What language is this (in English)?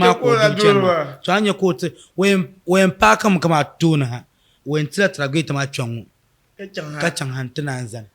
Dagbani